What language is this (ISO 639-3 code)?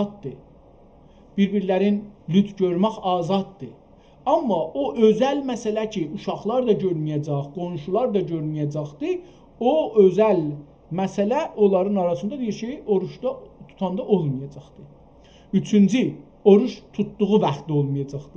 azb